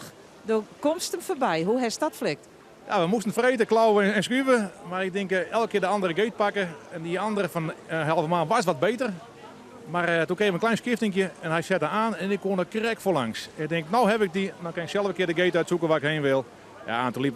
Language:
Western Frisian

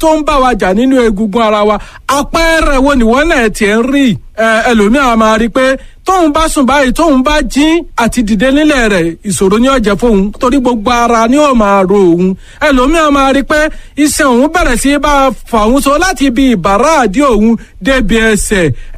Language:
Yoruba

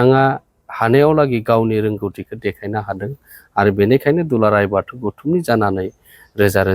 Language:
Bodo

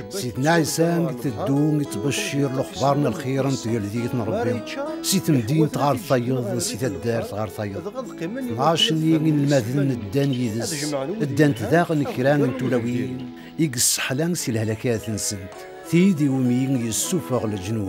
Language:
Kabyle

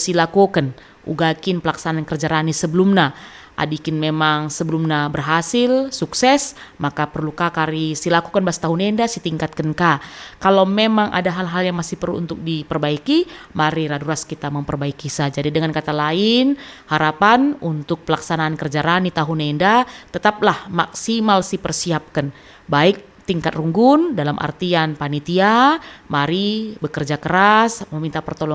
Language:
Batak Karo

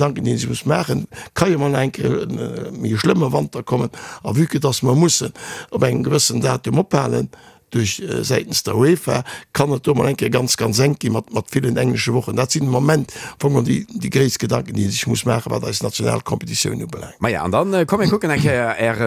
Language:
Luxembourgish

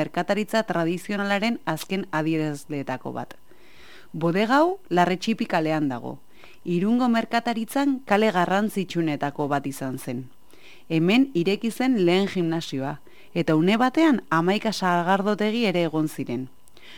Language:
Basque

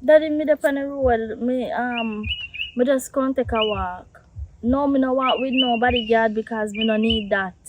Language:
Jamaican Creole English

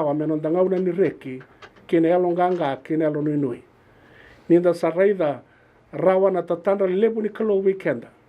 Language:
Fijian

